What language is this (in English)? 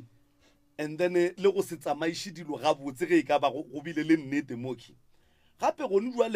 Northern Sotho